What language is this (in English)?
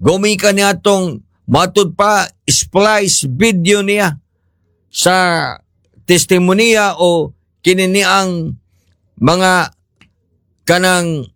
Cebuano